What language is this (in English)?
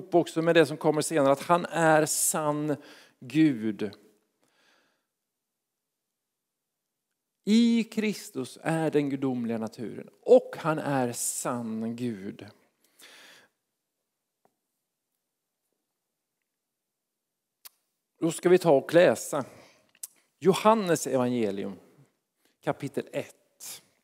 Swedish